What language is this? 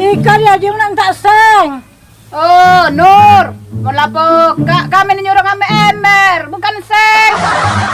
Musi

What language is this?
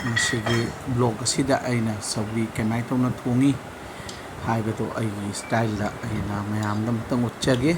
Manipuri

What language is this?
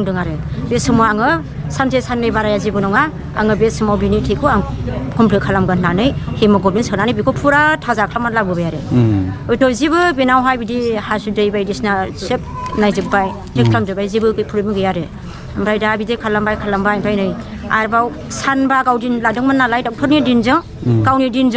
Bodo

